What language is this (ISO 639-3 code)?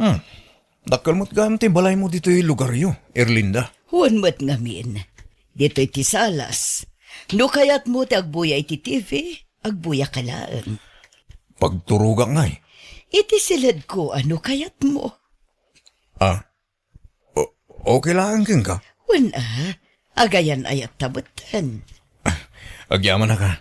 ilo